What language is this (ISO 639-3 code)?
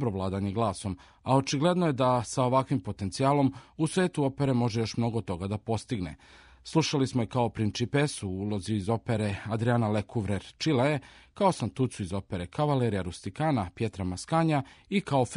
srp